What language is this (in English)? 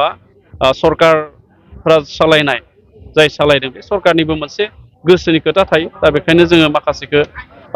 Bodo